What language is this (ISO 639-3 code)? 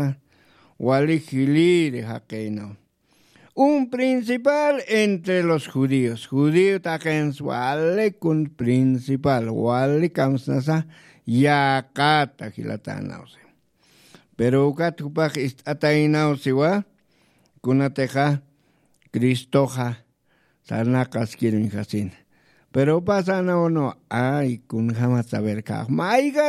aym